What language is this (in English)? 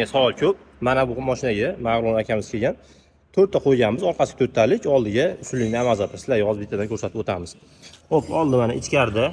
Uzbek